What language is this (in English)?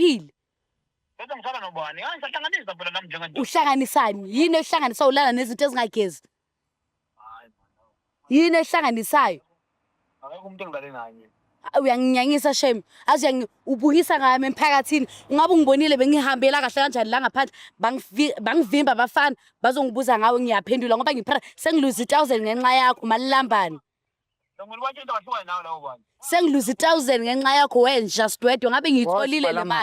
Zulu